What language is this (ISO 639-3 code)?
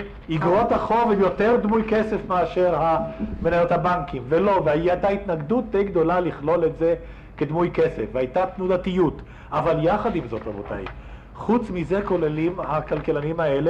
heb